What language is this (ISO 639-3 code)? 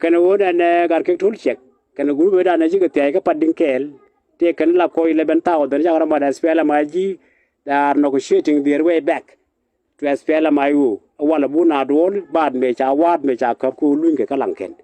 nus